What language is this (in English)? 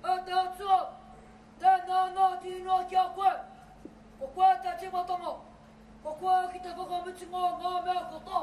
Māori